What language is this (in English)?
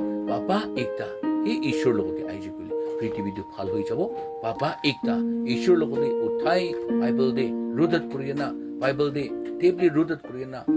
Naga Pidgin